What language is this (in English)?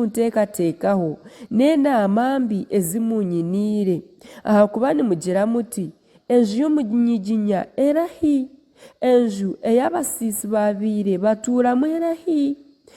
Nyankole